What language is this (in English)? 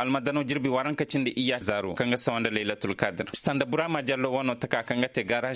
Zarma